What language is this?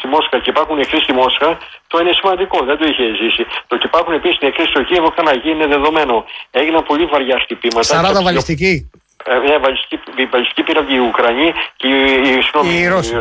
Greek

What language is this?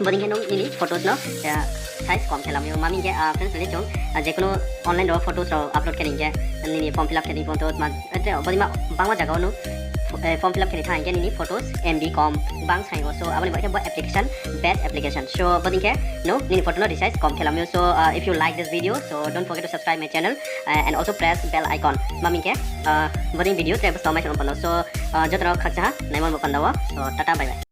Riang (India)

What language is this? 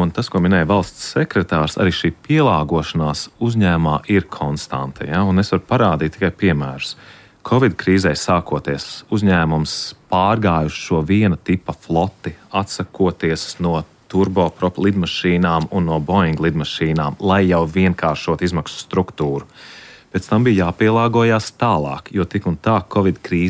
Latvian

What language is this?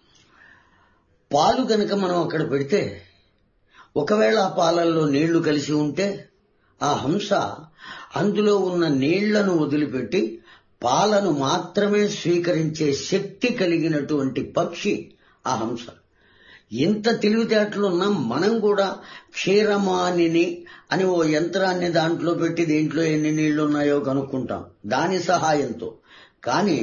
Telugu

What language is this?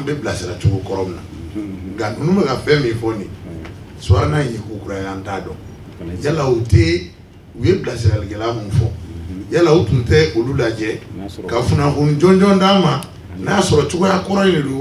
Bambara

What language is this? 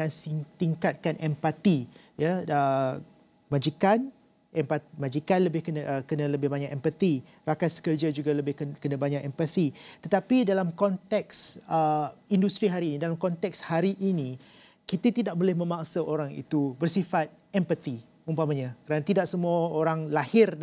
Malay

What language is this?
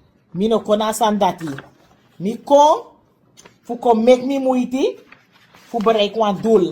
Sranan Tongo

